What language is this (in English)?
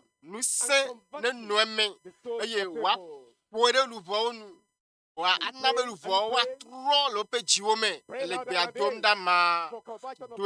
Ewe